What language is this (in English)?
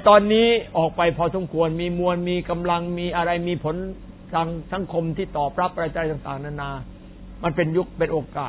Thai